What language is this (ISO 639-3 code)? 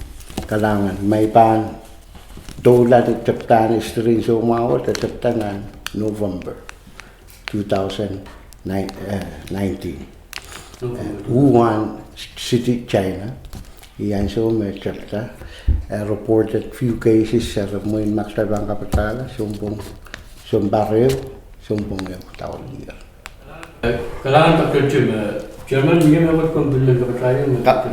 pon